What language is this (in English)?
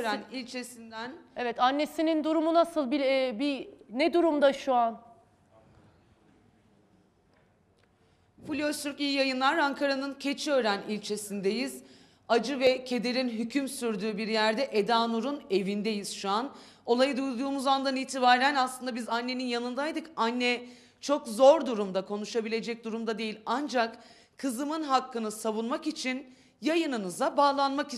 Turkish